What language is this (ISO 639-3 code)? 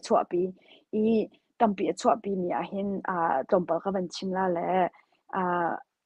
cnh